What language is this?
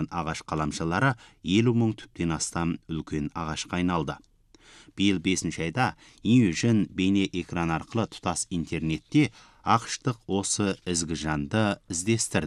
Kazakh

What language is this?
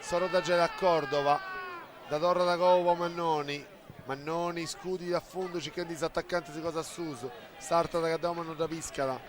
Sardinian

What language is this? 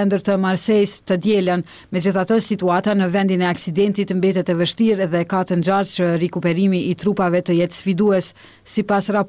Albanian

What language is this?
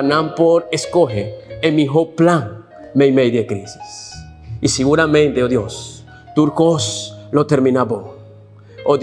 Papiamento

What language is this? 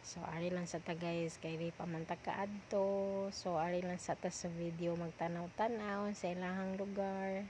Cebuano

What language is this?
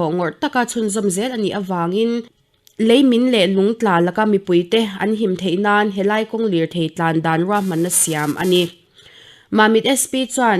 Mizo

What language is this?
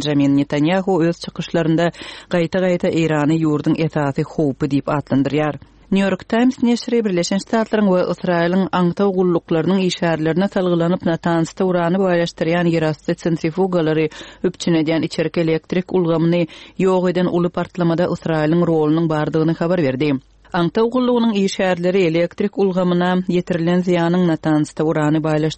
Turkmen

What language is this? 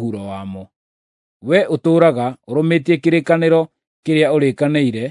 Kikuyu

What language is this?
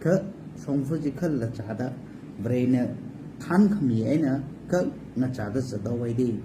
Tangkhul Naga (India)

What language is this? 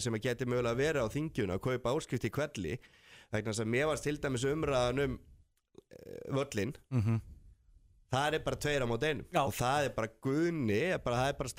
Icelandic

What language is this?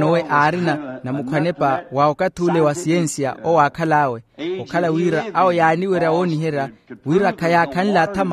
Makhuwa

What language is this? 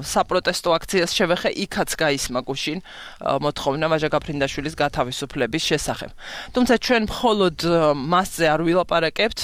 Georgian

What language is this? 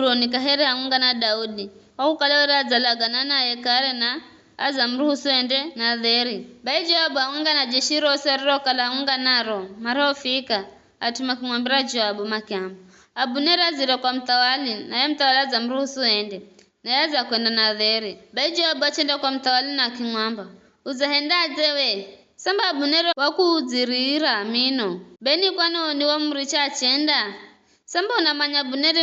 Giryama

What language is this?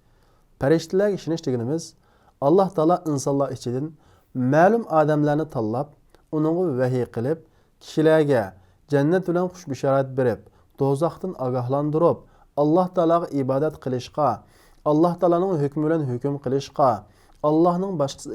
Uyghur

